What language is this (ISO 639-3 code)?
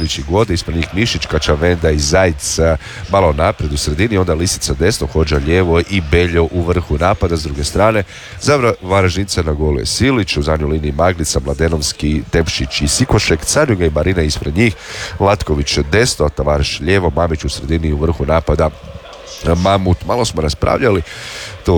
hrv